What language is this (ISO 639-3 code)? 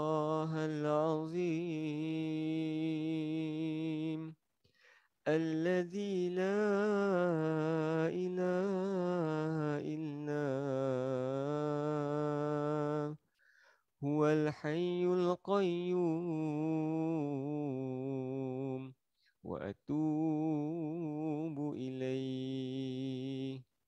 msa